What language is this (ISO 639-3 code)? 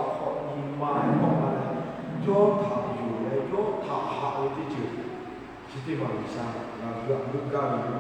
lhu